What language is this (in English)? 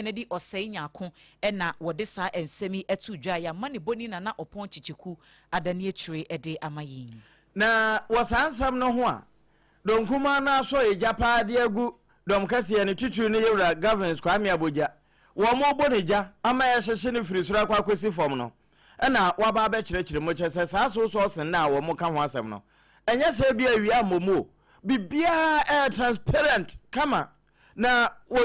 Akan